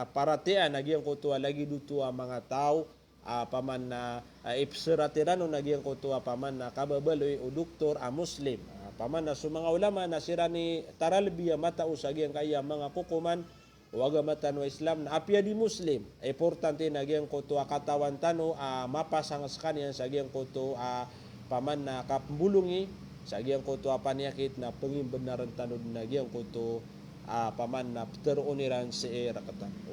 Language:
Maranao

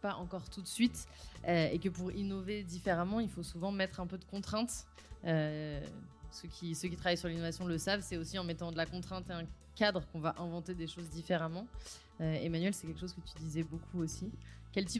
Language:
French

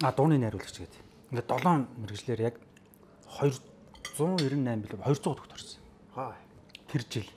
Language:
Mongolian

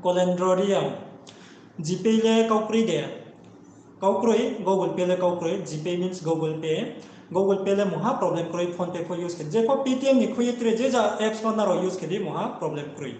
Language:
Riang (India)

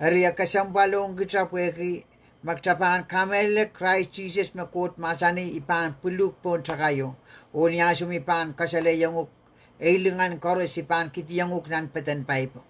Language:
Pohnpeian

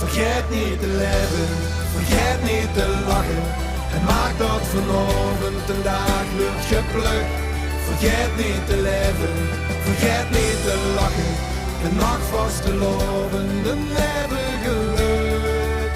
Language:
Limburgish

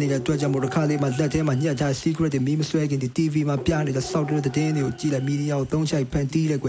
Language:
Burmese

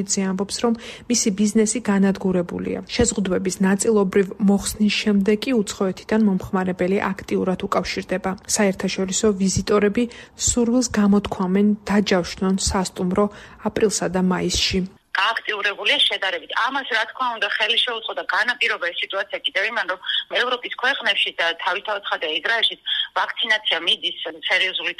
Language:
Georgian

